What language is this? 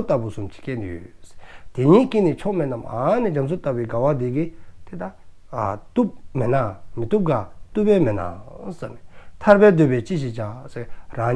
Dzongkha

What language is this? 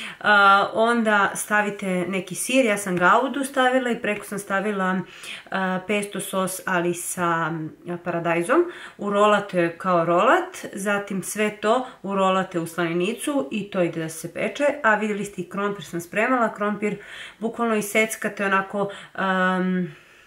Serbian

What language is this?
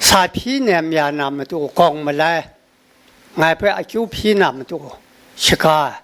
Kachin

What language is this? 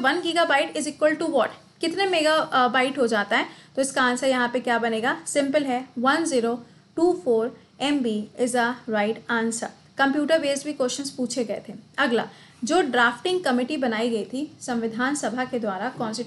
Hindi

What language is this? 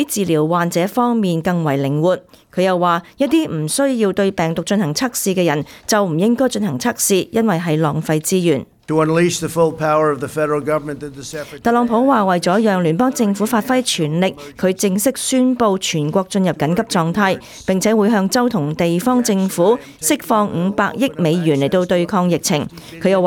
Cantonese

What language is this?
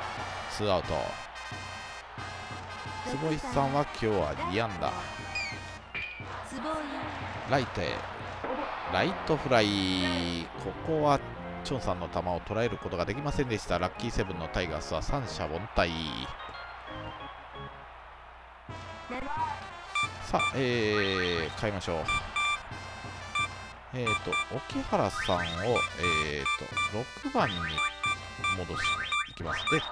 Japanese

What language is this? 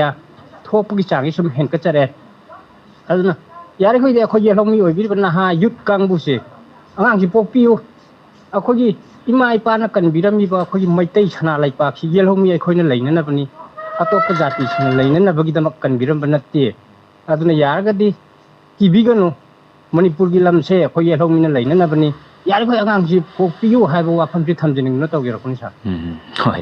Manipuri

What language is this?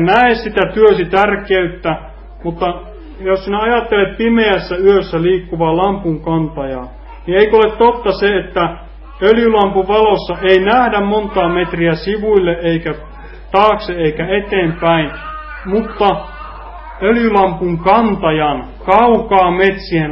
Finnish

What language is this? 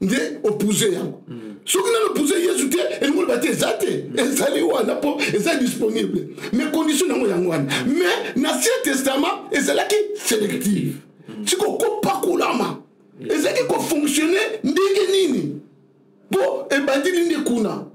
Lingala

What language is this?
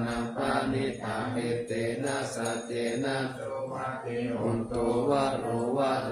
Pali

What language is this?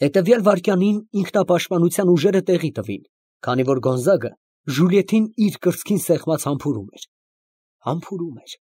Armenian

